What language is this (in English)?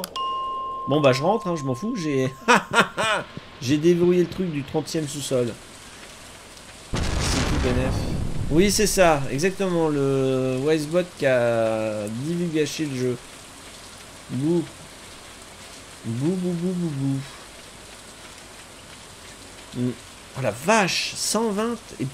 French